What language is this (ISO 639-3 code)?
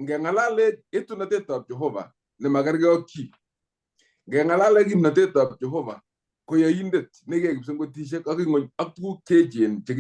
kln